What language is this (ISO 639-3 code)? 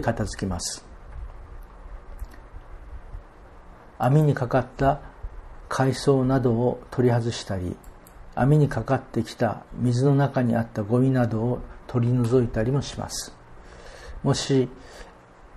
jpn